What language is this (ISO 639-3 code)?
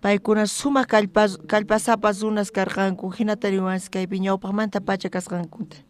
quh